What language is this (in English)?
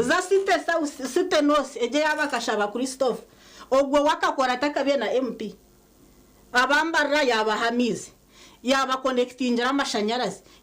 Nyankole